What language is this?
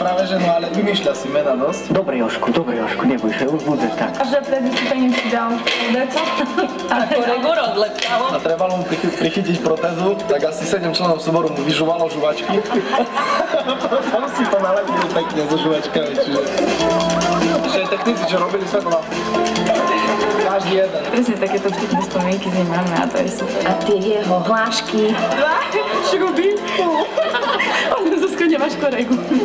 Slovak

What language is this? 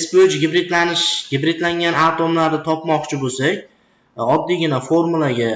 Uzbek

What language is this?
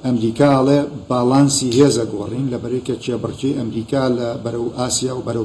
Central Kurdish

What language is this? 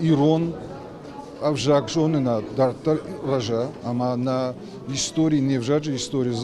Ossetic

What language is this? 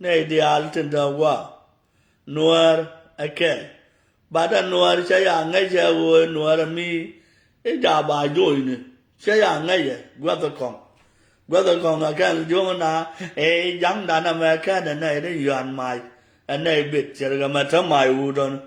Nuer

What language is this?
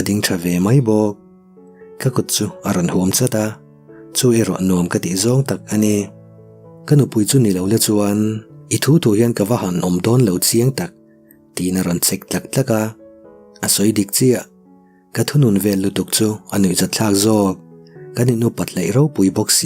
Mizo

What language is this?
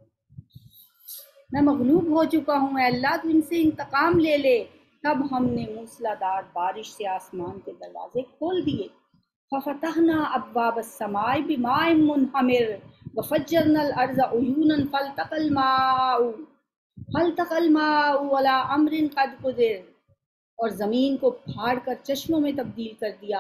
Urdu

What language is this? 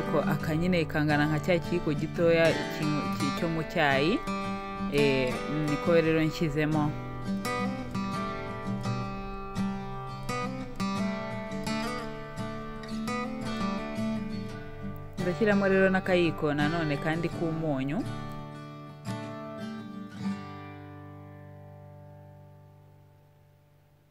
Kinyarwanda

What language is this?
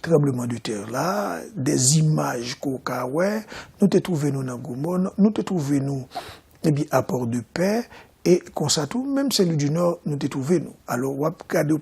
Haitian Creole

